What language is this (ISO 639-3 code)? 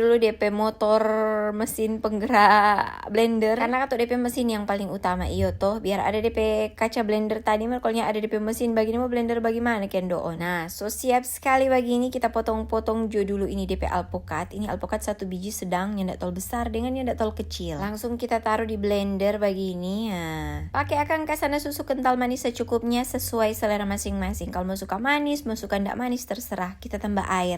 xmm